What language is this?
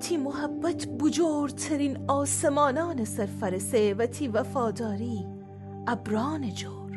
Gilaki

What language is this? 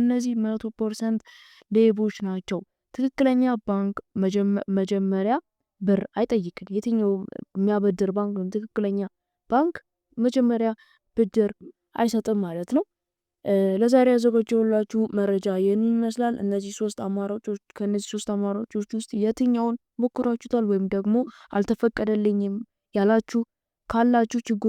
Amharic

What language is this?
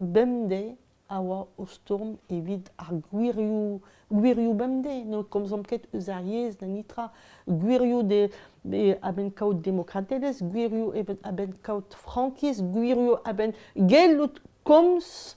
Breton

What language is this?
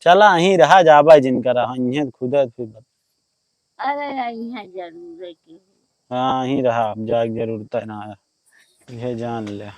Awadhi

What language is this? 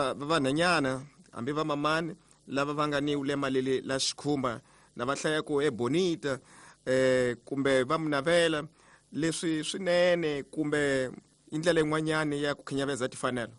Tsonga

